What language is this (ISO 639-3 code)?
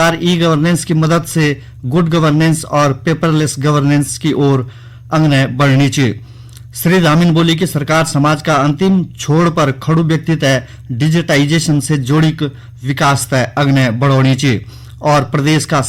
gbm